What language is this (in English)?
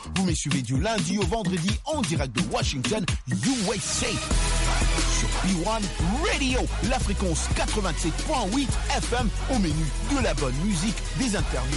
French